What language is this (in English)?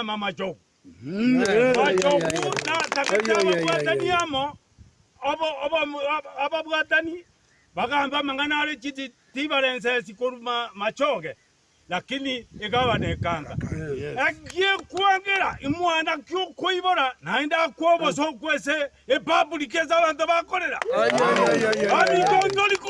Gusii